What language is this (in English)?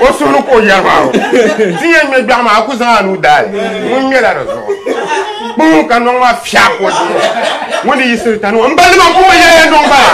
Dagbani